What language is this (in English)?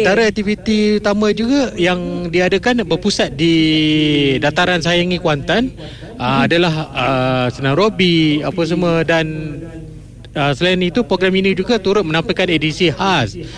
Malay